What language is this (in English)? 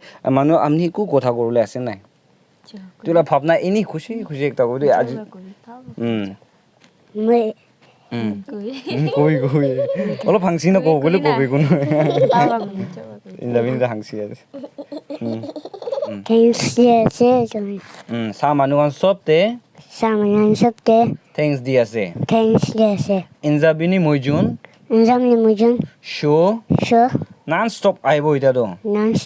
Naga Pidgin